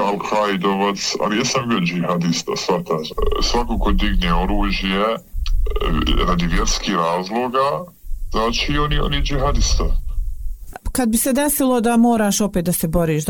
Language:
Bosnian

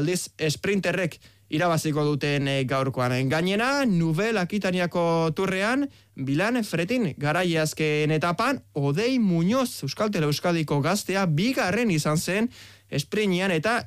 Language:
Basque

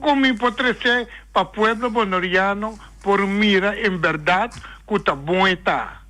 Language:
Papiamento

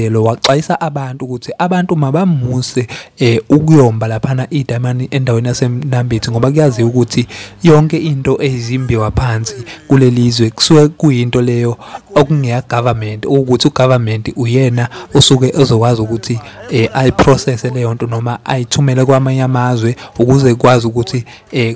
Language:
Zulu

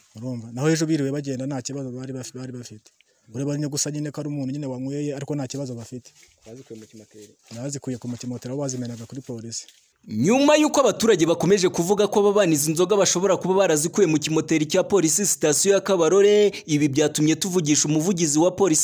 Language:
Kinyarwanda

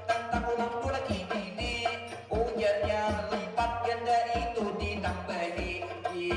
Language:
Banjar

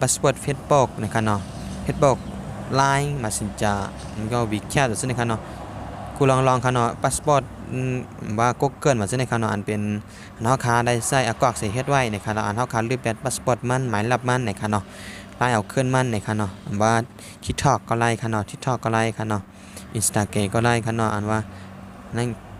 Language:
Shan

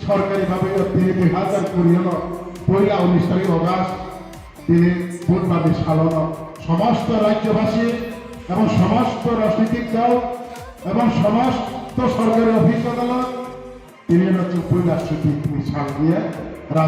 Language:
Riang (India)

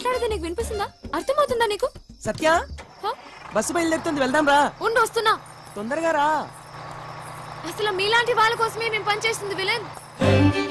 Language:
Telugu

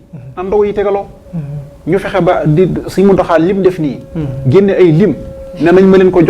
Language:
Wolof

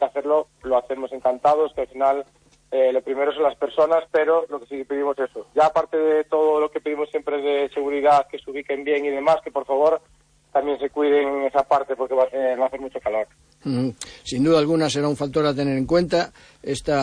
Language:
Spanish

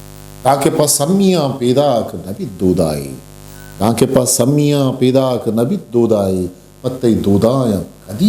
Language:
Eastern Balochi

